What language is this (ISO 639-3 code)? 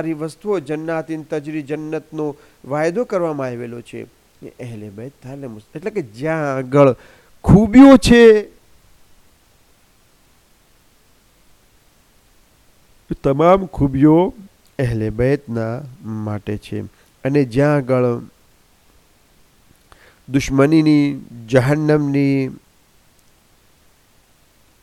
guj